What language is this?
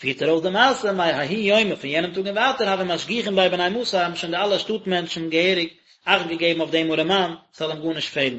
Yiddish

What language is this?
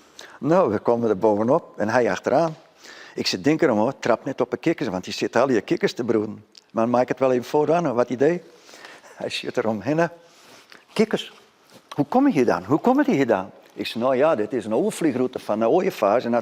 Western Frisian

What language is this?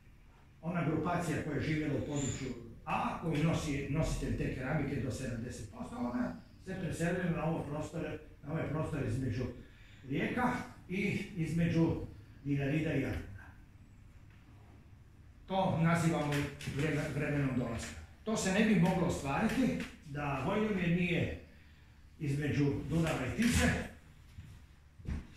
Croatian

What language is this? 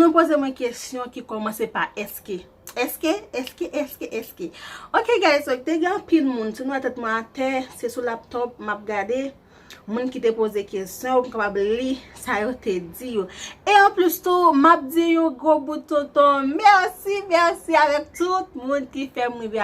Haitian Creole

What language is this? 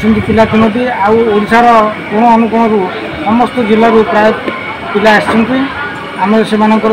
Odia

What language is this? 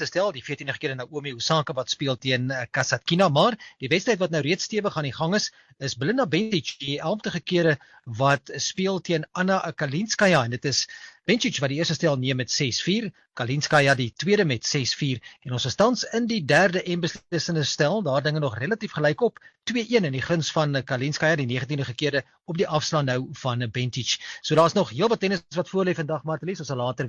Afrikaans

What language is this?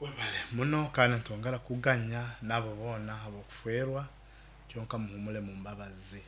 Nyoro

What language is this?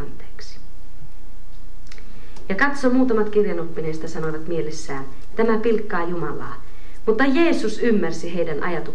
Finnish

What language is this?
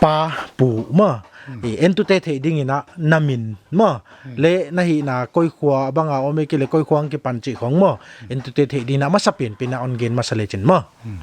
Paite Chin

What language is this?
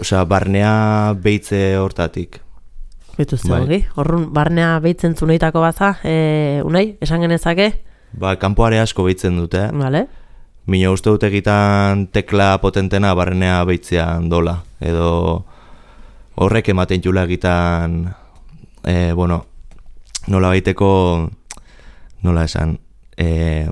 Basque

